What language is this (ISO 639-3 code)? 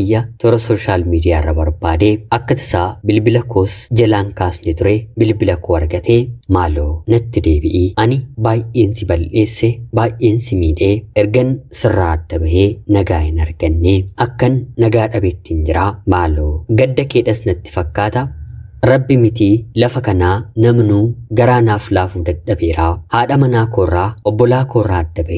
orm